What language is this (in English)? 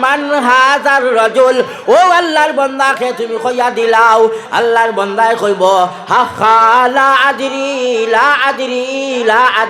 Sylheti